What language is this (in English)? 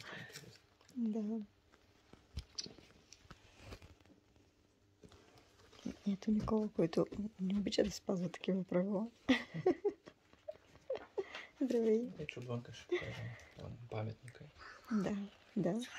Bulgarian